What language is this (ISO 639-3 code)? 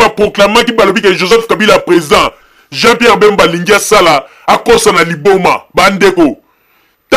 lin